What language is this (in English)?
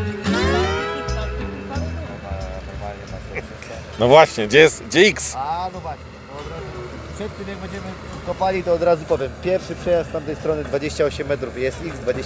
Polish